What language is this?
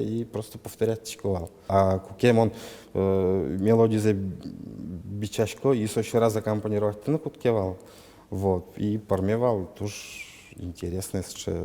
Udmurt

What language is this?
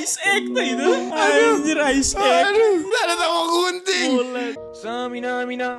Manado Malay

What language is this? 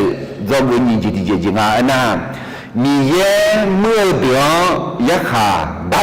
Akha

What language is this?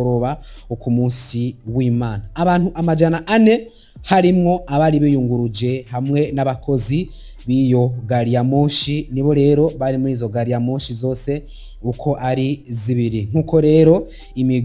Rundi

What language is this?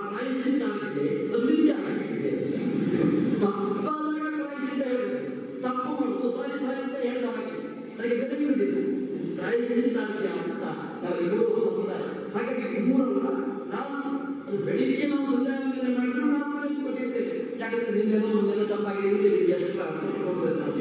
Kannada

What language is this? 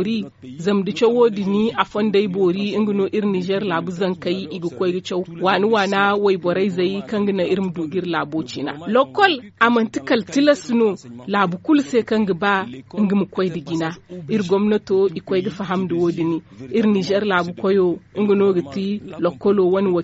Zarma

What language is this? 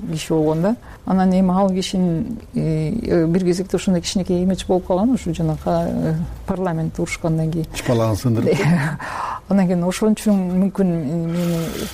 Kyrgyz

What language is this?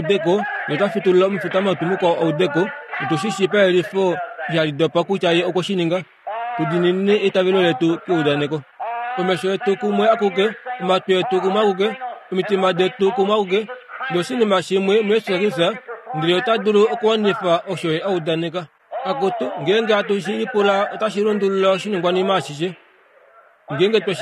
Kuanyama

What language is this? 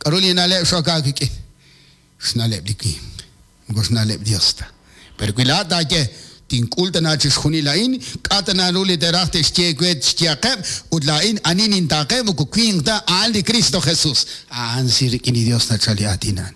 Kekchí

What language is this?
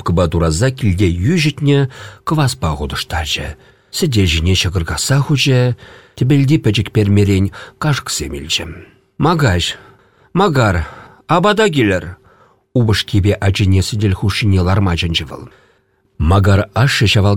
Chuvash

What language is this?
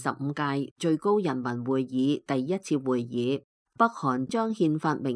Cantonese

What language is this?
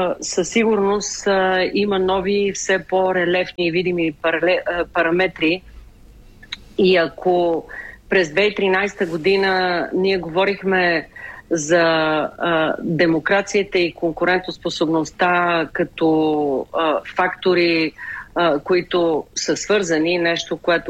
Bulgarian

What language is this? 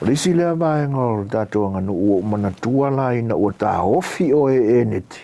Samoan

